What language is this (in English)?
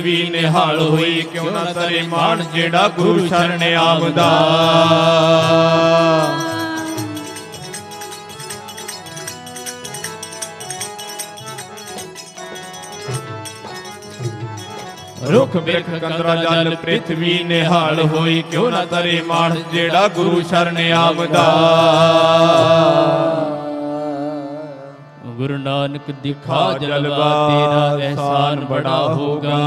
Punjabi